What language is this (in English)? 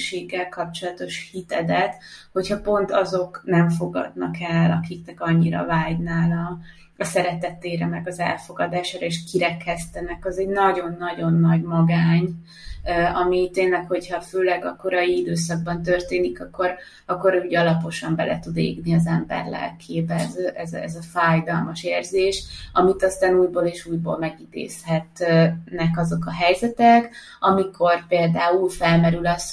Hungarian